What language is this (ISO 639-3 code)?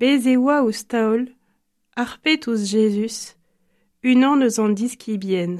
bre